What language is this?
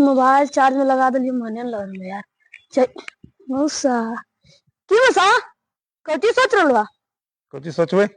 Magahi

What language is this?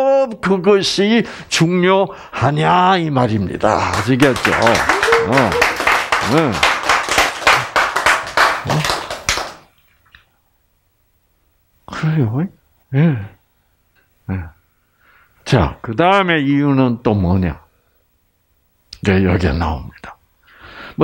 Korean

